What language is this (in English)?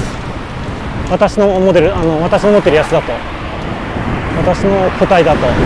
Japanese